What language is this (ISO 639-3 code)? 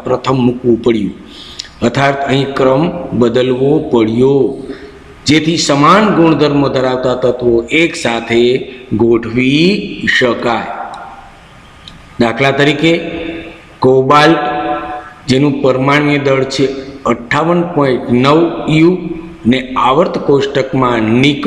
guj